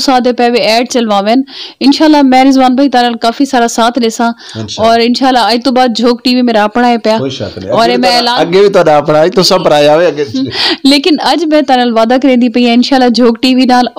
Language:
Saraiki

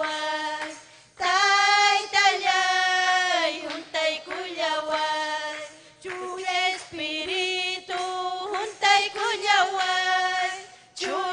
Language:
Ayacucho Quechua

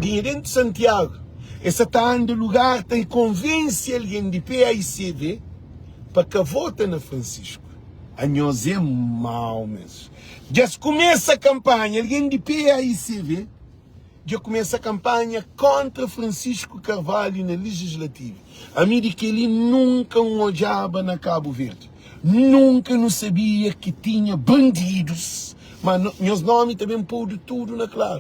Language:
Kabuverdianu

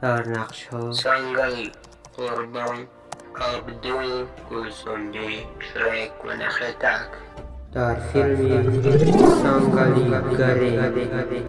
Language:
Tajik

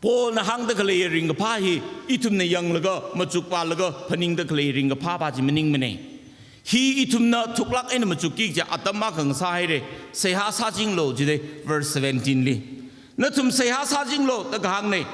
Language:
Tangkhul Naga (India)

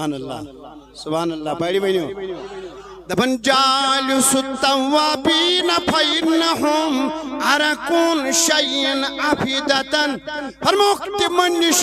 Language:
Kashmiri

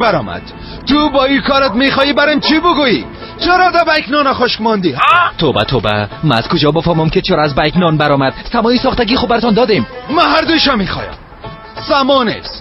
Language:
Persian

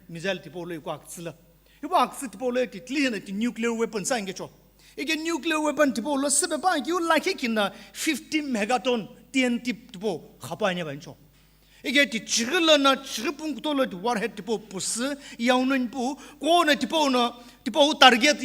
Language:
Sumi Naga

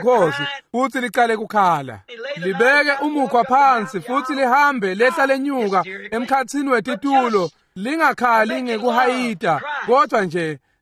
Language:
Swati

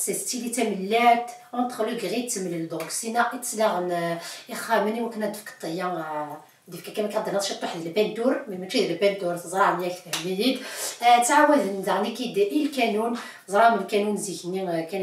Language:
Kabyle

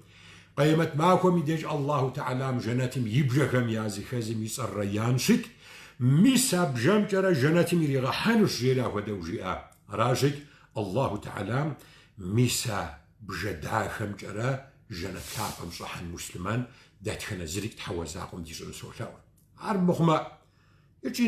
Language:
Kabardian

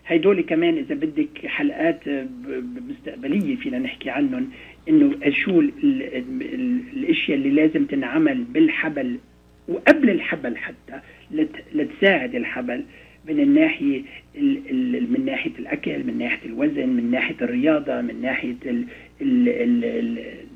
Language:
North Levantine Arabic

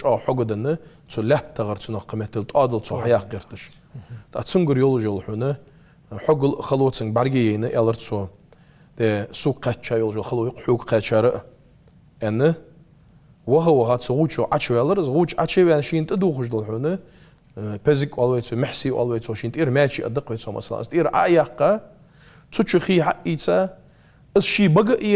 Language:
Ingush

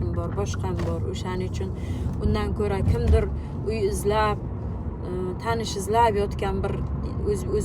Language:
Uzbek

